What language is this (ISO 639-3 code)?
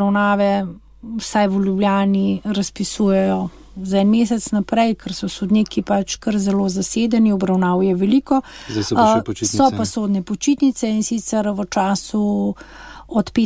slv